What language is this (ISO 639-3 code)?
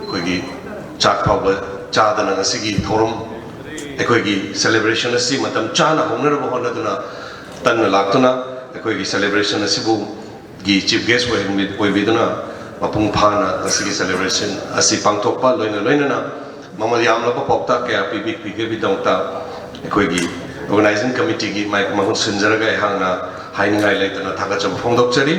mni